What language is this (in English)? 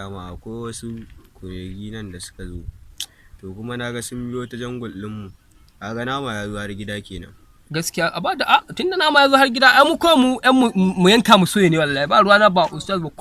Hausa